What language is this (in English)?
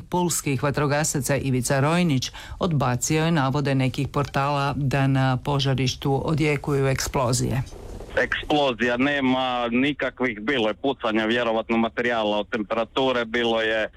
Croatian